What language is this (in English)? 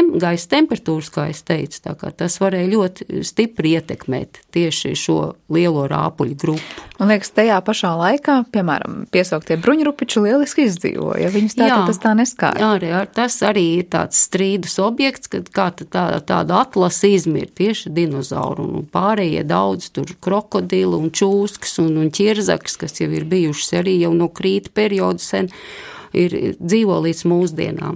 Latvian